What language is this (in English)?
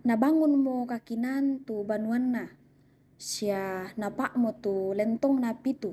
Toraja-Sa'dan